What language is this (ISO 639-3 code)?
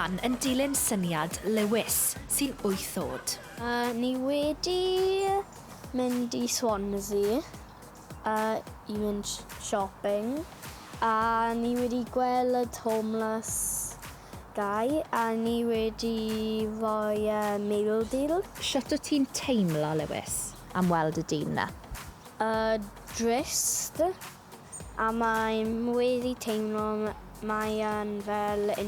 cym